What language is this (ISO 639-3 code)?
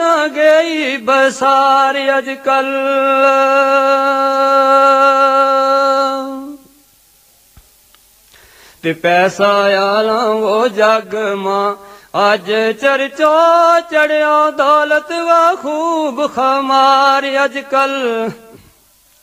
gju